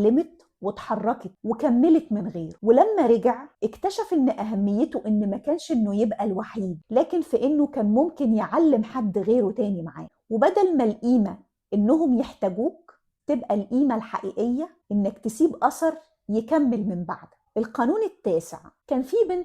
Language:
Egyptian Arabic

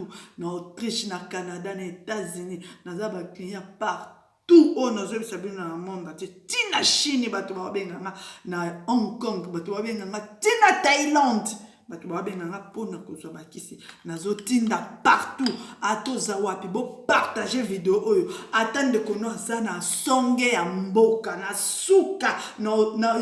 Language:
Lingala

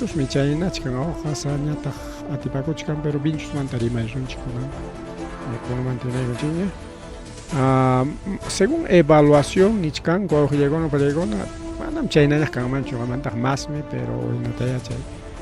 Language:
Ayacucho Quechua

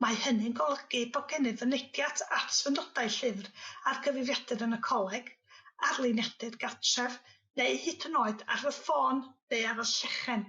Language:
Welsh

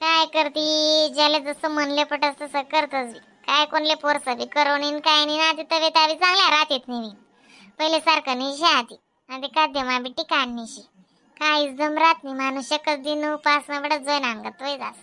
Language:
Khandesi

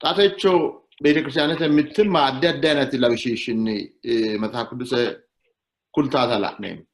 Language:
Sidamo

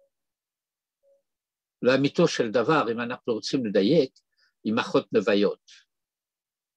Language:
Hebrew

